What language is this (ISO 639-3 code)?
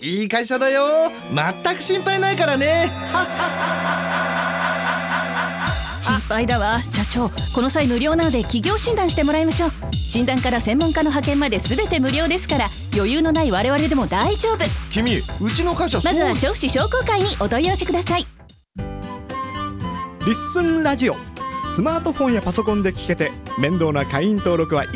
jpn